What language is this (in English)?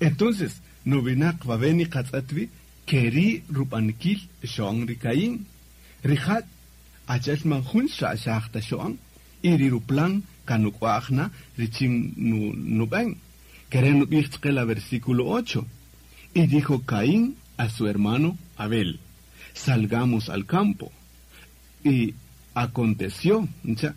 Kaqchikel